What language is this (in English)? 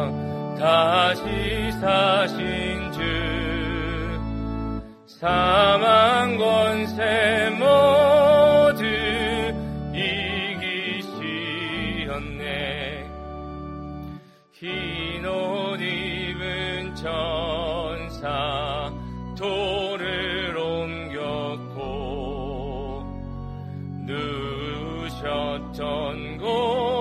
Korean